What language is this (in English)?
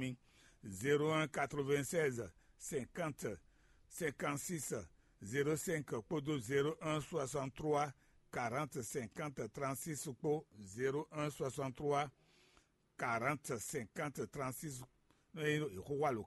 Fon